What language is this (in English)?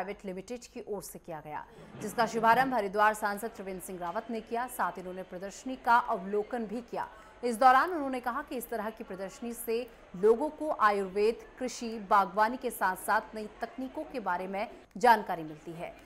Hindi